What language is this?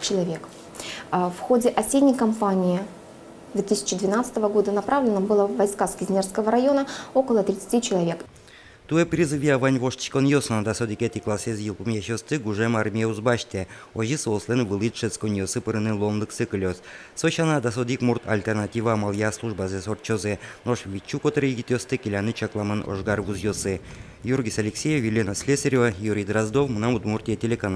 Udmurt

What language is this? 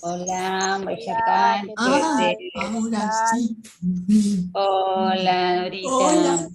Guarani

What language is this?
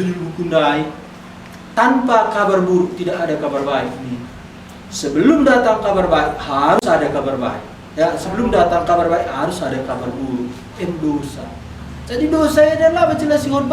Batak Karo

